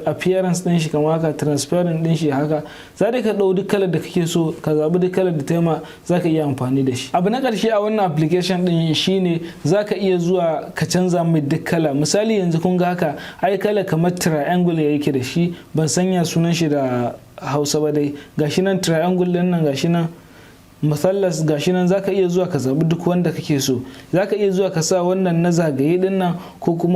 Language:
Hausa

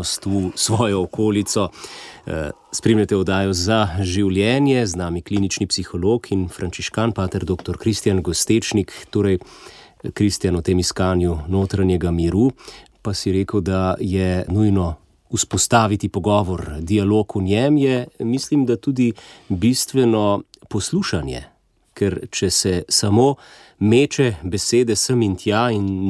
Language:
Slovenian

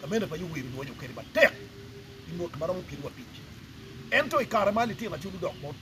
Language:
Acoli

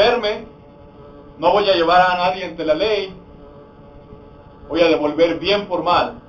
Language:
Spanish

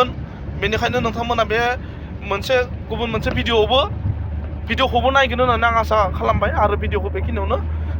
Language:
Bodo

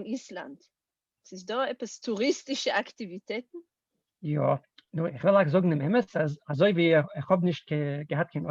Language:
Yiddish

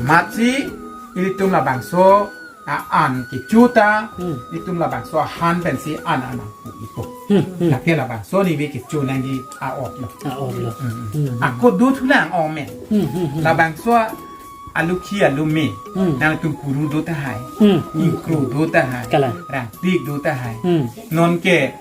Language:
Karbi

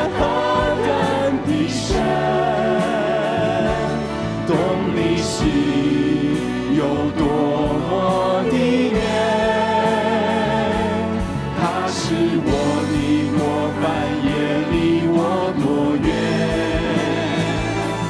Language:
Chinese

